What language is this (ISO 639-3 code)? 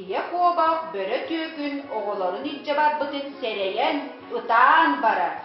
sah